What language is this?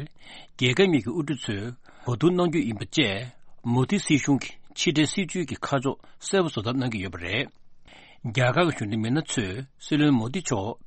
Tibetan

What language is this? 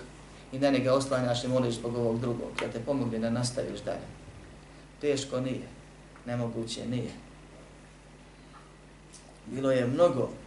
Bosnian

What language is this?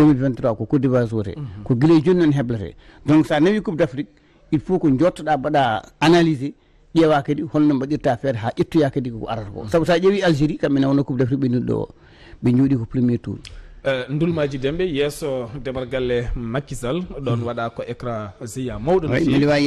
Fula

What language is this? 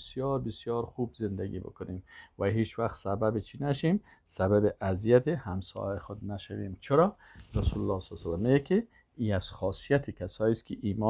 Persian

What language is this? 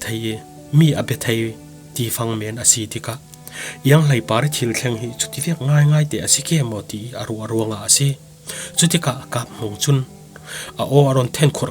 Falam Chin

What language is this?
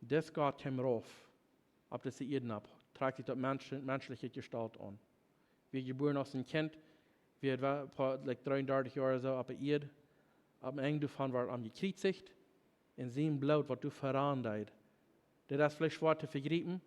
Plautdietsch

